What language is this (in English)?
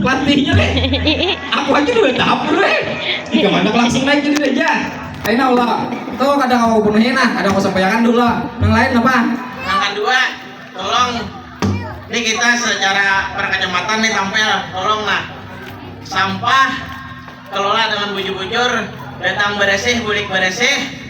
Banjar